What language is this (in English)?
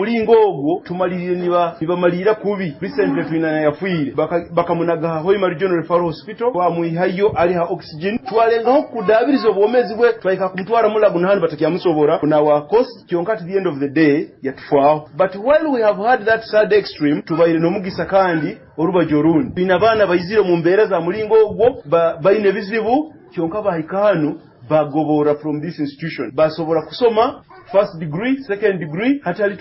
Nyoro